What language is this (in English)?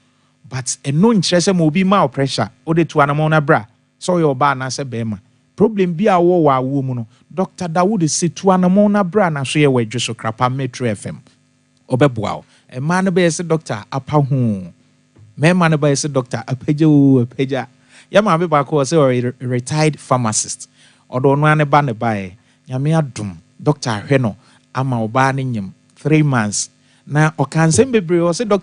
Akan